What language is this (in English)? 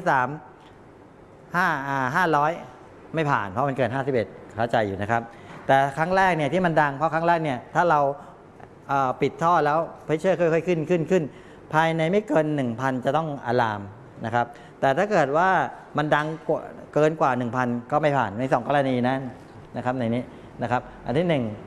Thai